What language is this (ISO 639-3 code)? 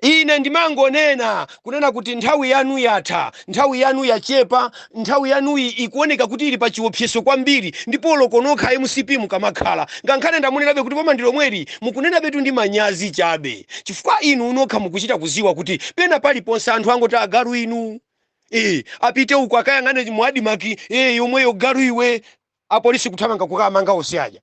nya